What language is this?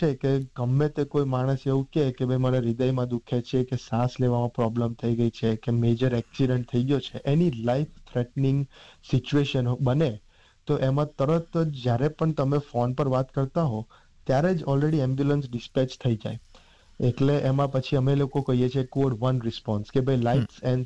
Gujarati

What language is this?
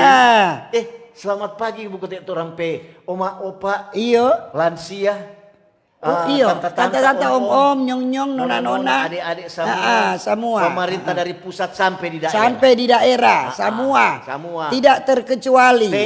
Manado Malay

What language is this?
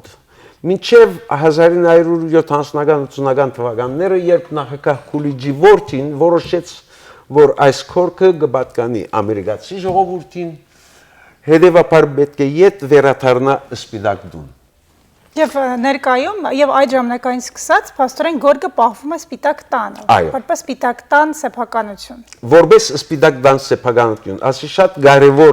Western Armenian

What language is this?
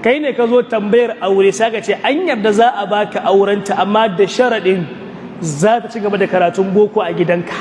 Hausa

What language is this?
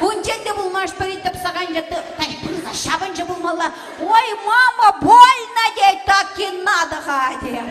Chuvash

